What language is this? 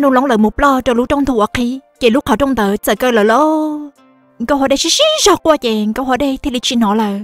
Hmong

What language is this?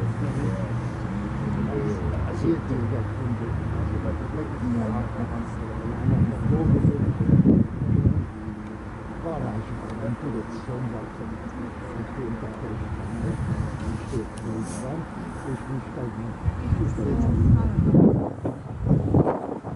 Hungarian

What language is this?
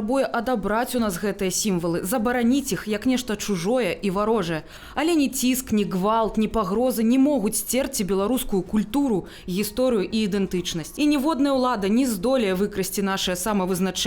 Belarusian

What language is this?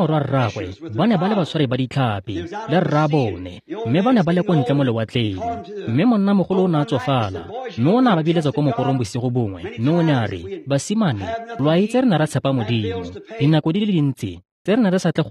Tswana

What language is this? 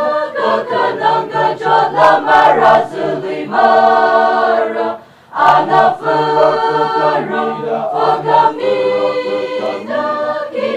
Tangkhul Naga (India)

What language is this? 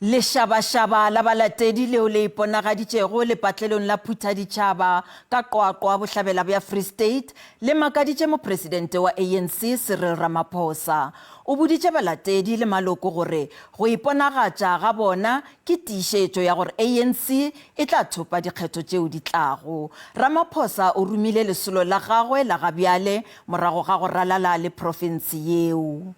Northern Sotho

